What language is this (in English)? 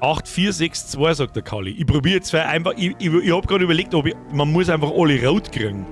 Bavarian